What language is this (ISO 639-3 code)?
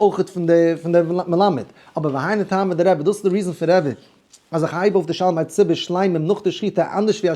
yid